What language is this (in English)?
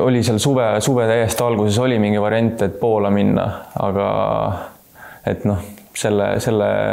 Estonian